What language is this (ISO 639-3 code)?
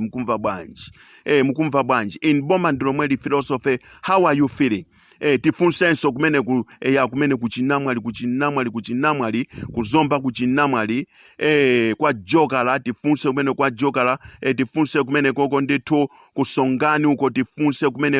nya